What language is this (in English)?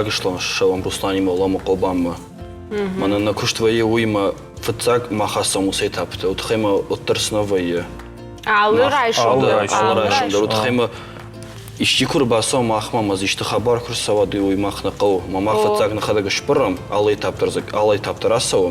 Ossetic